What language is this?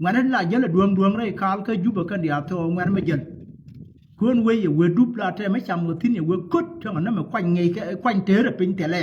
Nuer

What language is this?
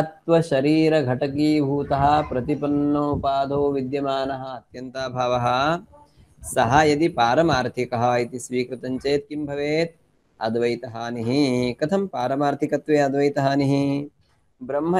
Sanskrit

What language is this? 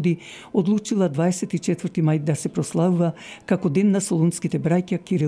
Macedonian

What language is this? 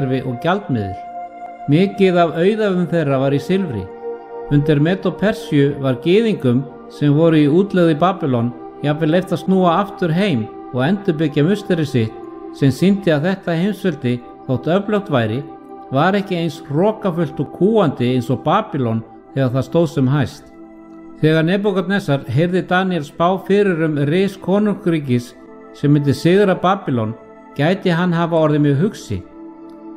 Icelandic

